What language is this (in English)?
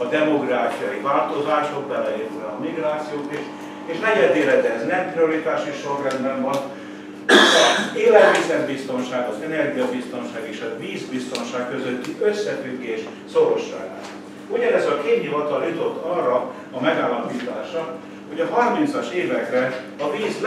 Hungarian